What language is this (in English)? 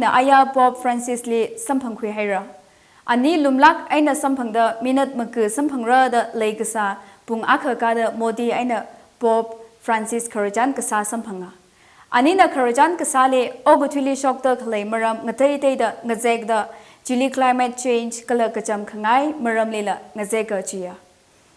Tangkhul Naga (India)